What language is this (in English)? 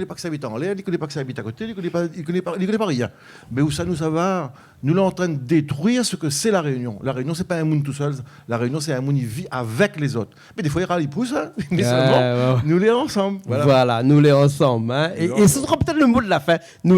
Réunion Creole French